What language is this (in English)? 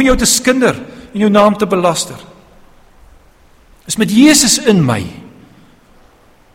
Afrikaans